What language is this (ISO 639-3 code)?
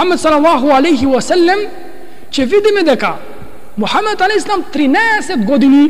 mkd